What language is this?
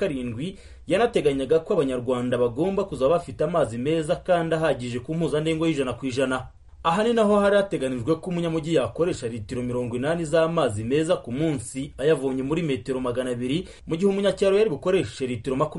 Kinyarwanda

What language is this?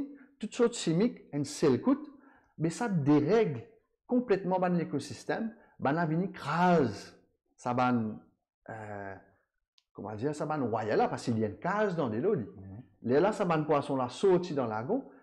Morisyen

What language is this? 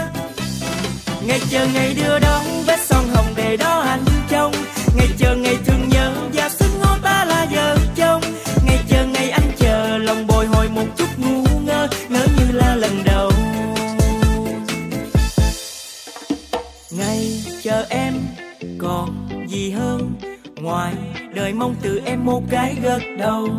Vietnamese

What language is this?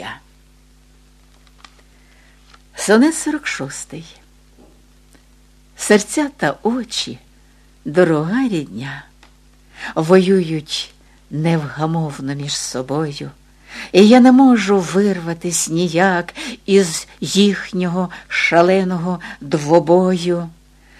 Ukrainian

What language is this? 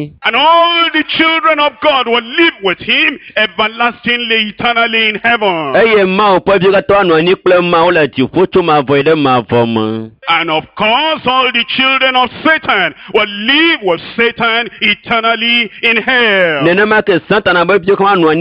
Ewe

